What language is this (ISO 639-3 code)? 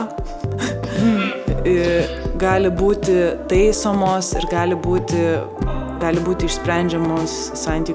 lit